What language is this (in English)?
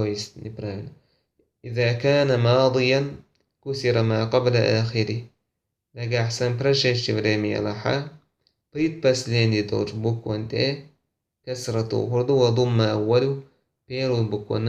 Chechen